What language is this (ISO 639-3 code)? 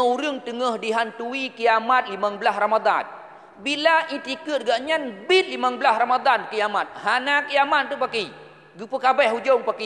ace